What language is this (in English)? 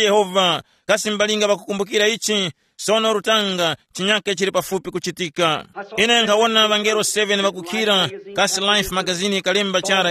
Tumbuka